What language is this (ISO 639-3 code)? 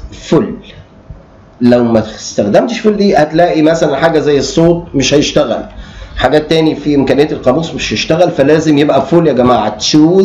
arz